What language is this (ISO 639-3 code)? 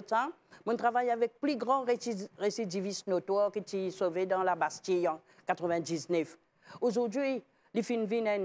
mfe